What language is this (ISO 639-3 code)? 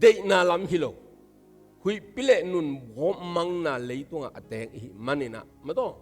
ctd